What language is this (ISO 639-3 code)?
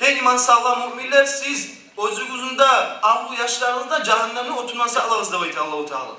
kum